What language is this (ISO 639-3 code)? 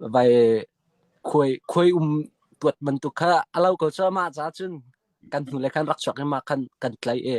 cnh